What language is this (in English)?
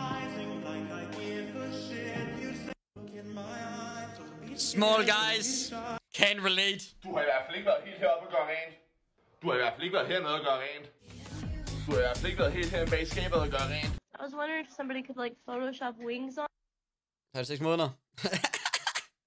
Danish